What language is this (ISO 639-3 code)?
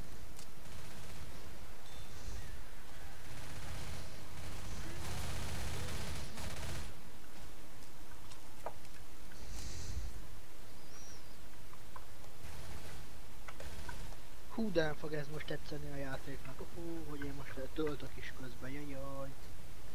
hun